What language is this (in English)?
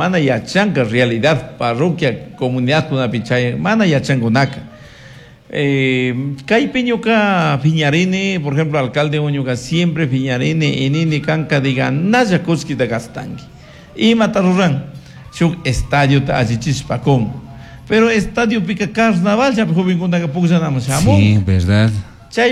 Chimborazo Highland Quichua